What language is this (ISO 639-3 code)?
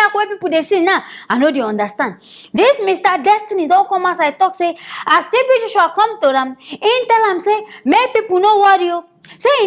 pcm